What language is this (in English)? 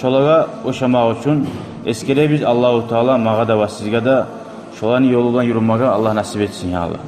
Kumyk